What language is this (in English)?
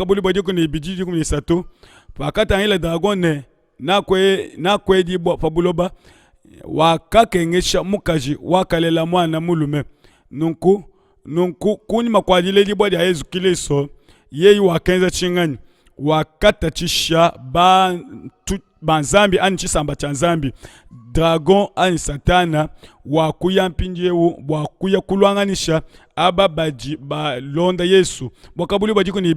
Luba-Lulua